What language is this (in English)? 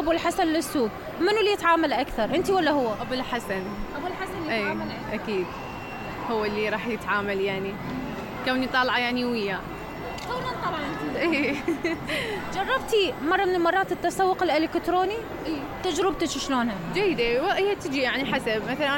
Mesopotamian Arabic